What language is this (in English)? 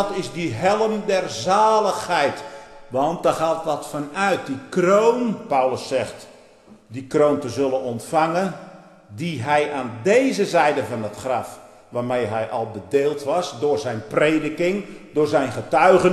Dutch